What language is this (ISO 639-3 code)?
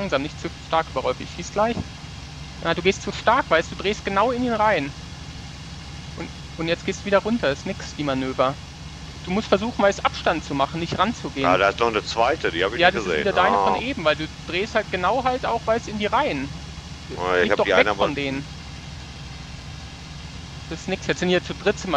deu